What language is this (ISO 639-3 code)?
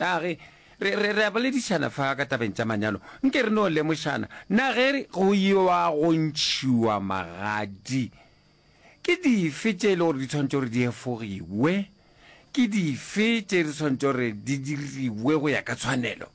nso